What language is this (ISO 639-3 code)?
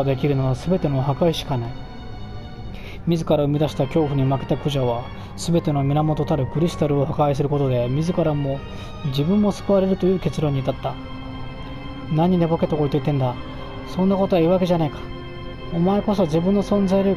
jpn